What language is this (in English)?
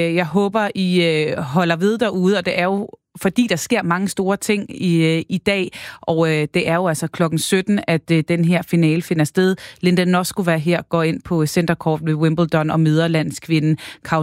Danish